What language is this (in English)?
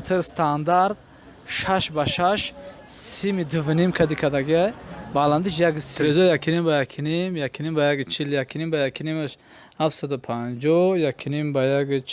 Tajik